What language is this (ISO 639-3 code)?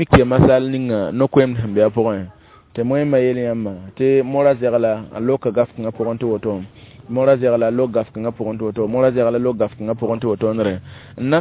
mos